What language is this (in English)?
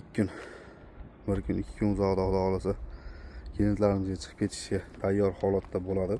Uzbek